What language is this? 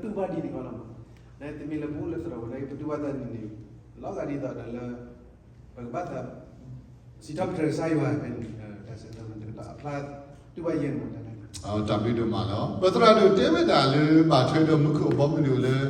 S'gaw Karen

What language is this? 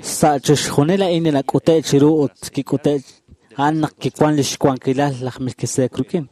Kekchí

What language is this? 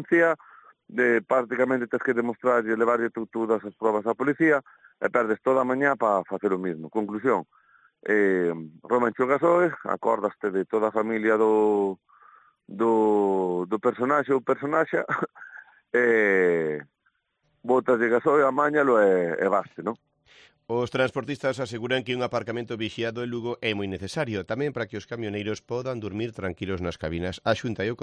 Galician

